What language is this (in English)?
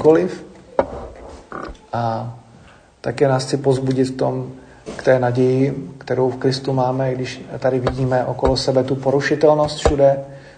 Czech